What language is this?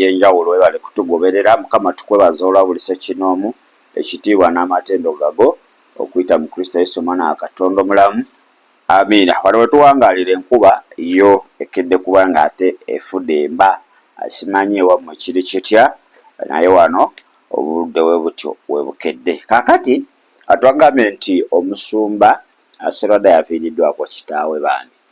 Ganda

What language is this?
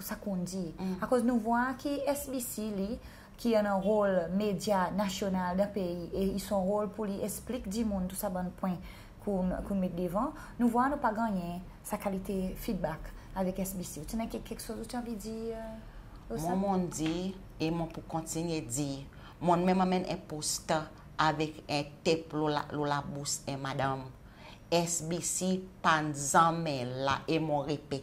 Seselwa Creole French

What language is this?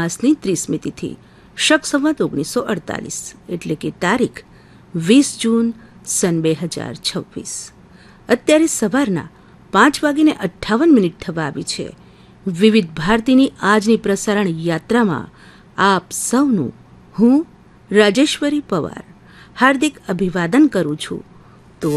Gujarati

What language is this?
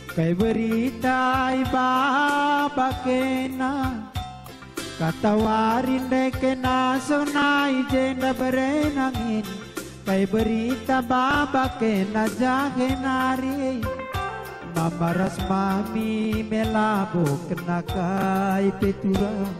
Batak Karo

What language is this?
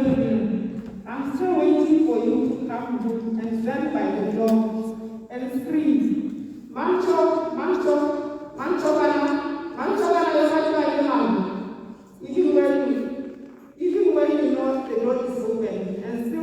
Tswana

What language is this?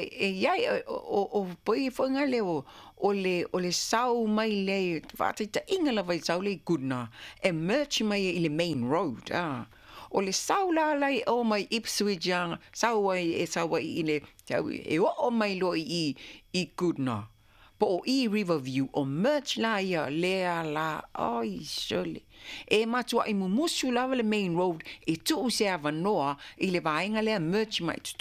Samoan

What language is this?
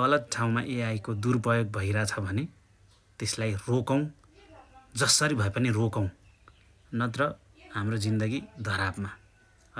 Nepali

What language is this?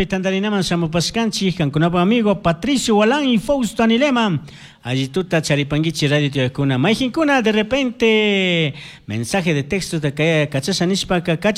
Chimborazo Highland Quichua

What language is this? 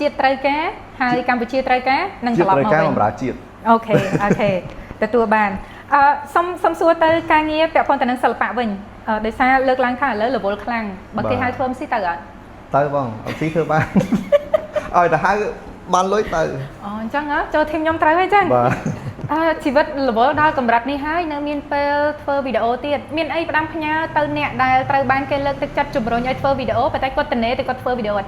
Khmer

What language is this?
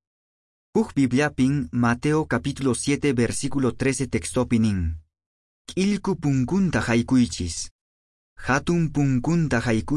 Quechua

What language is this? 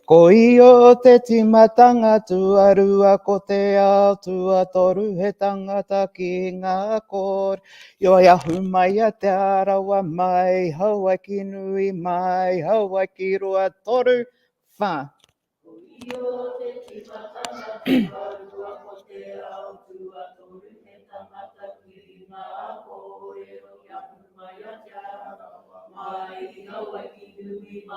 Māori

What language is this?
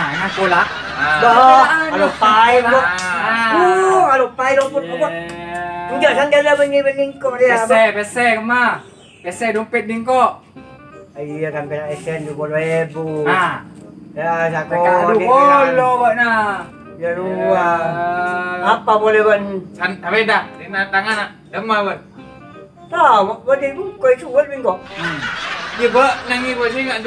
Madurese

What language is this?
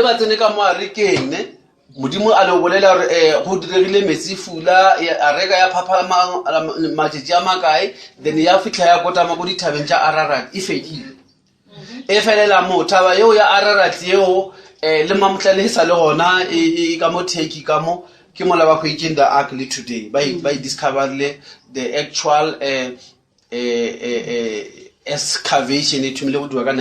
Northern Sotho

